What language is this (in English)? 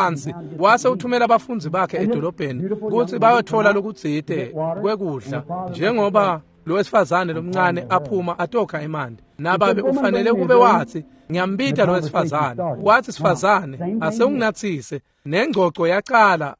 Swati